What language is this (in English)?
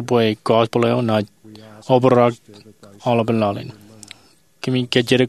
Marshallese